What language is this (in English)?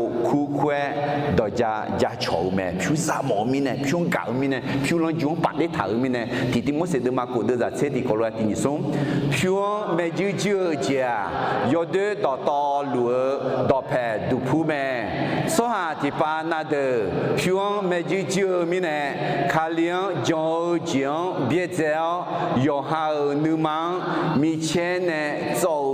Akha